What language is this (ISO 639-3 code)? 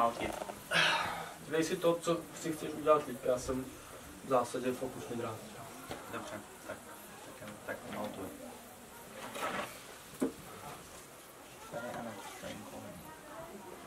ces